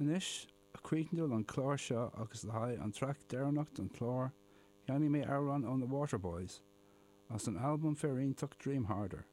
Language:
Irish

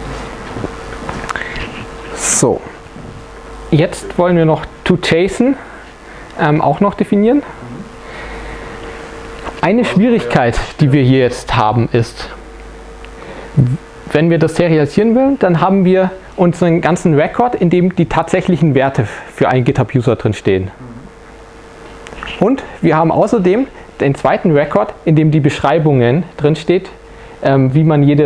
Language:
German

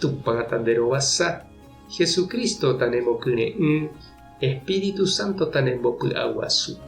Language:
Guarani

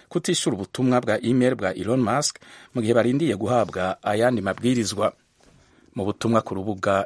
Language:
Kinyarwanda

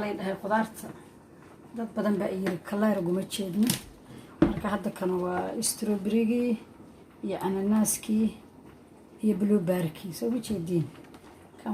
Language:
Somali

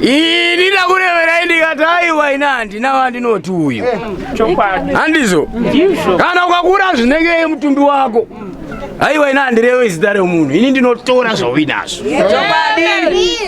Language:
Shona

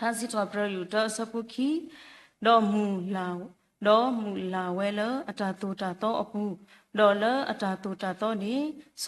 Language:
S'gaw Karen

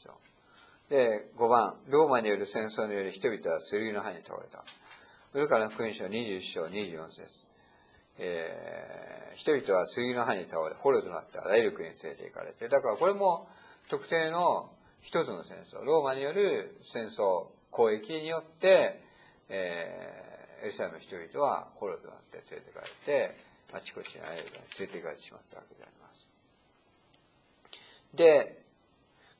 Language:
Japanese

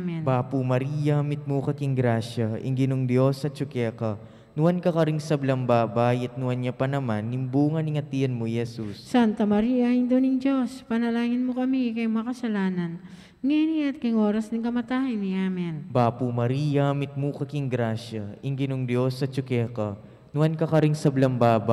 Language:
Pampanga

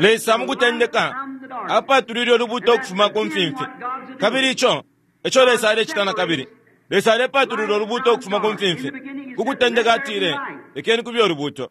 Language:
Bemba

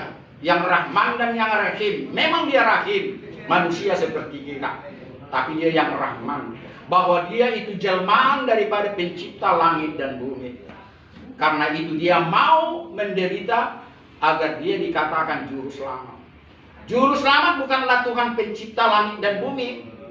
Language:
Indonesian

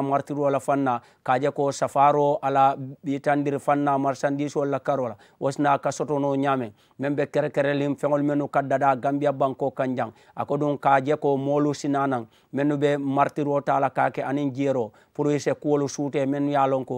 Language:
Mandingo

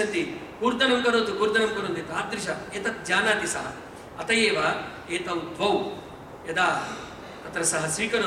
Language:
Sanskrit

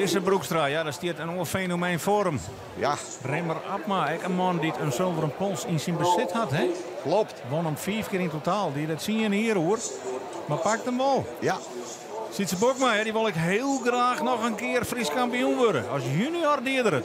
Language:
Western Frisian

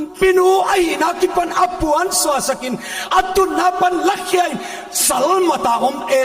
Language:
Paite Chin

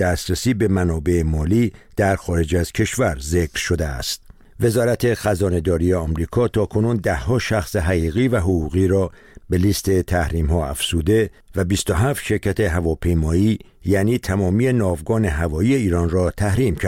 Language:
Persian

